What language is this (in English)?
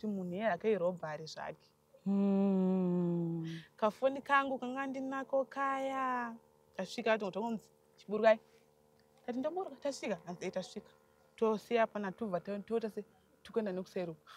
Shona